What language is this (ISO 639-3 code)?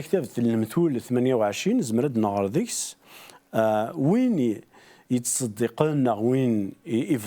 kab